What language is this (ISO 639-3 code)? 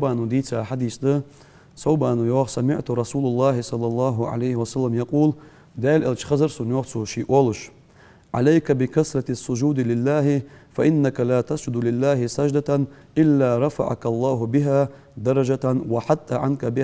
inh